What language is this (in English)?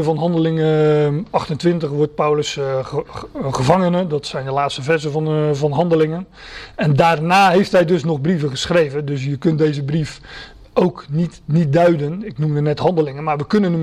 Dutch